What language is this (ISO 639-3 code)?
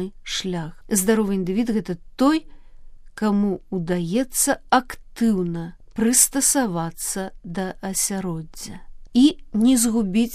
bel